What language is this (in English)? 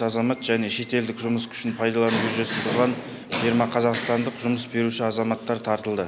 Kazakh